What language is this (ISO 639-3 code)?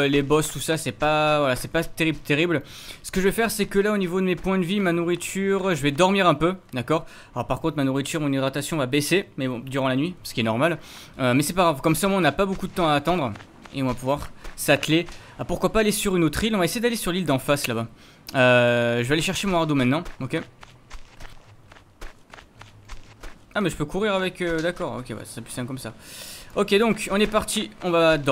fra